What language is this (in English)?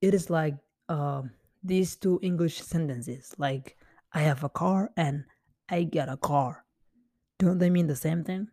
English